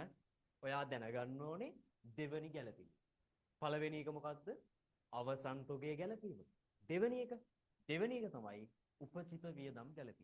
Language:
Sinhala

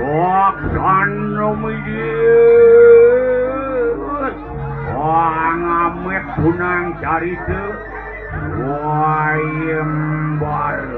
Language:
Balinese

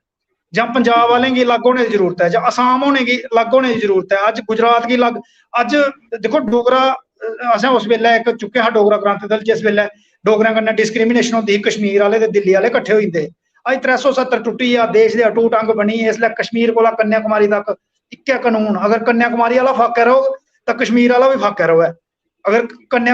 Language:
Dogri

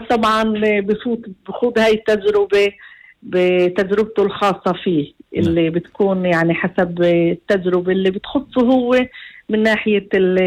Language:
North Levantine Arabic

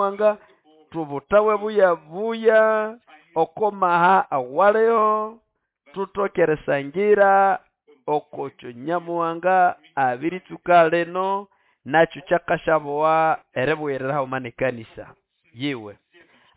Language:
Nande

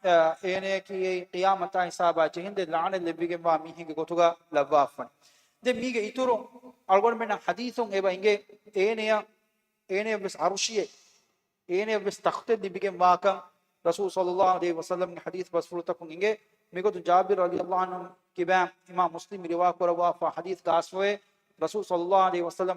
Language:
Divehi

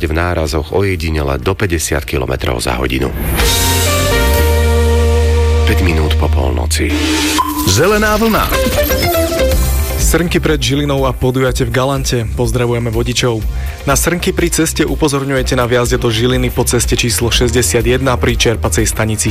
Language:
Slovak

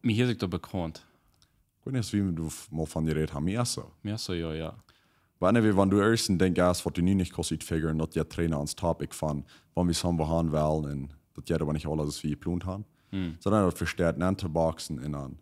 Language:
Plautdietsch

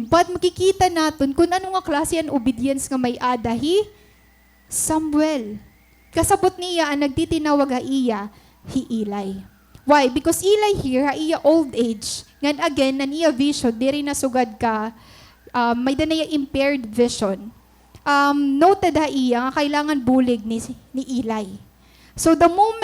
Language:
Waray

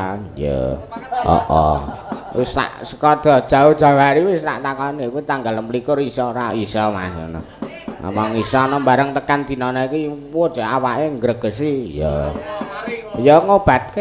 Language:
Javanese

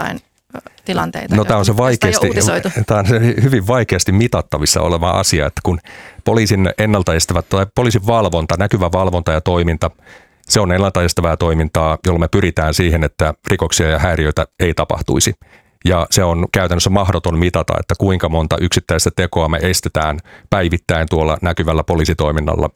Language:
Finnish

